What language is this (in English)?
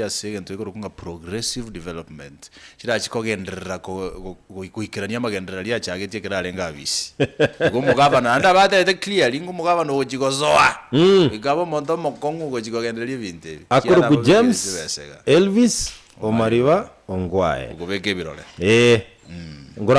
Gusii